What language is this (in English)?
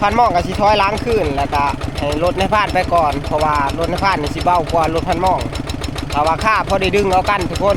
Northeastern Thai